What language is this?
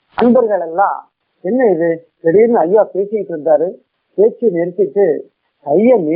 Tamil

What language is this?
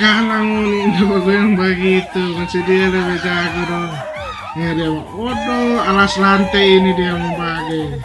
Manado Malay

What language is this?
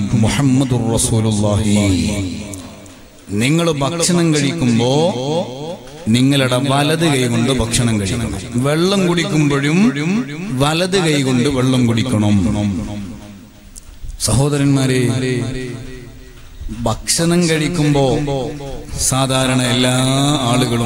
Malayalam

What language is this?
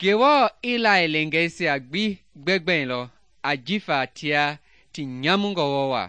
Mende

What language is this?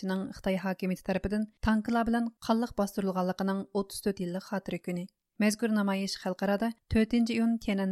Uyghur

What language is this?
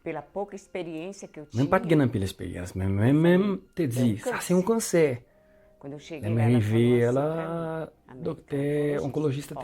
Haitian Creole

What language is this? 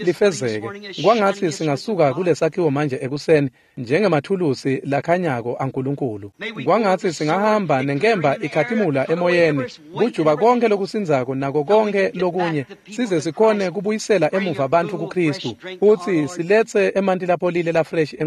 Swati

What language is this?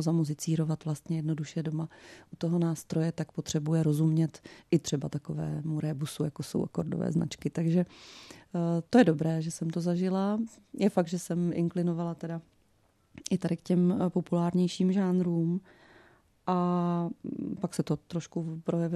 Czech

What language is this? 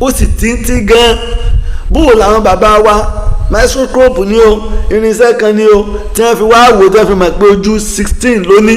Yoruba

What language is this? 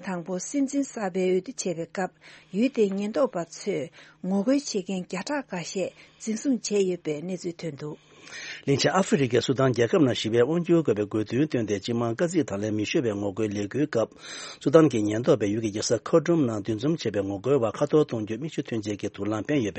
Tibetan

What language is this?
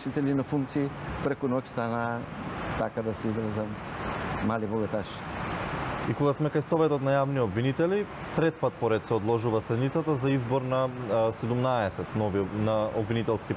Macedonian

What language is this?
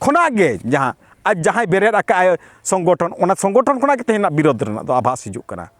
Santali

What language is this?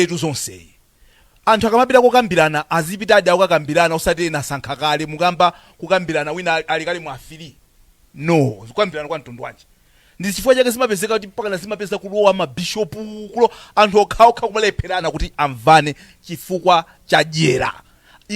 Nyanja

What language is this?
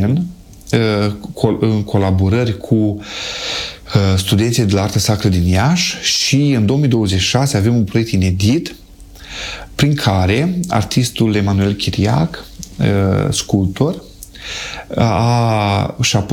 Romanian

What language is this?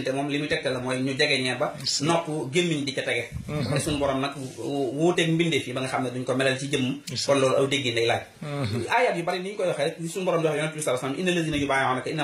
Wolof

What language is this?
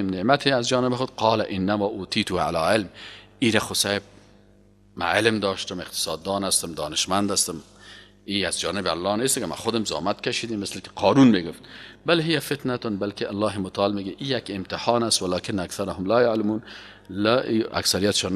Persian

